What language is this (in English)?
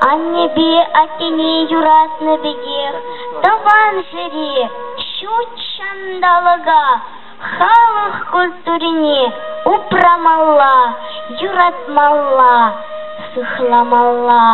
Chuvash